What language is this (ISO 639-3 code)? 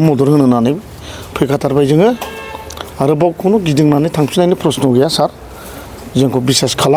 brx